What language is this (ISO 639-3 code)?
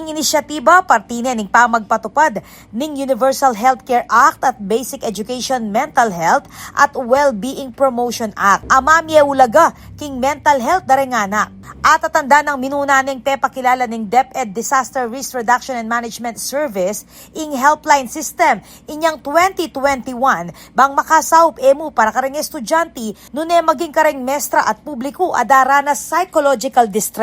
pam